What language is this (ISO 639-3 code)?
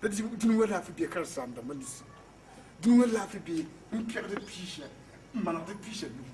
mos